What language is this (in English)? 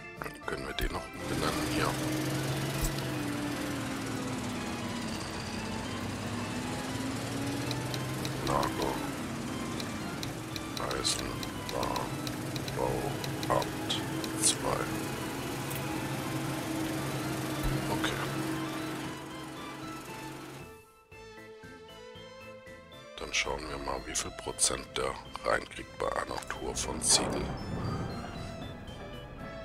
German